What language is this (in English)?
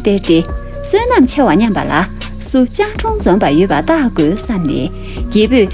Tibetan